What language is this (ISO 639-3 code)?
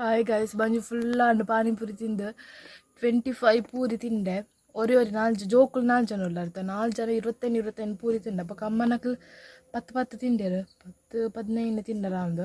tcy